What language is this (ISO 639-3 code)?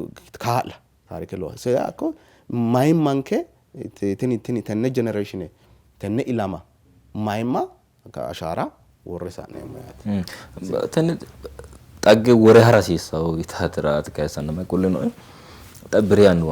sid